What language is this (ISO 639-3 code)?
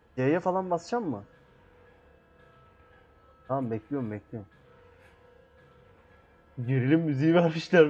tur